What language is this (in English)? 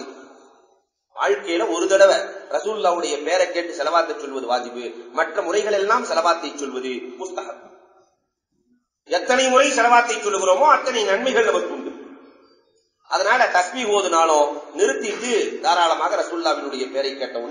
Tamil